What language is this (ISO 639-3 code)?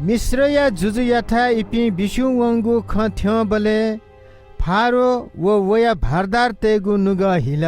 new